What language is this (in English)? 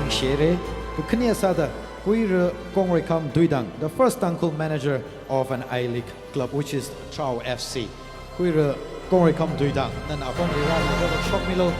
Tangkhul Naga (India)